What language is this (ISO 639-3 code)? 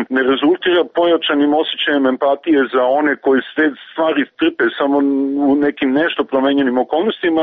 hrv